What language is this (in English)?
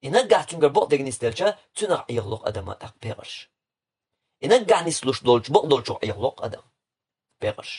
Chechen